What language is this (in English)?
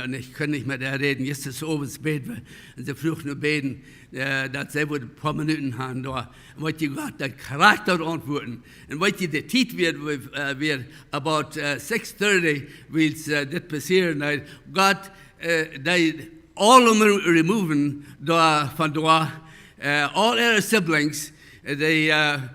Plautdietsch